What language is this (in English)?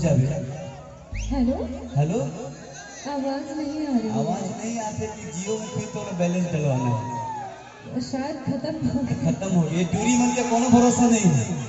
Chhattisgarhi